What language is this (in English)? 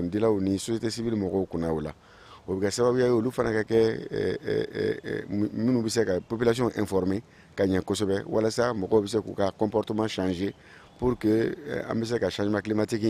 Bambara